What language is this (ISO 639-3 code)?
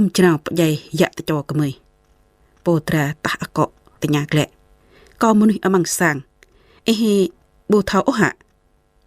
jra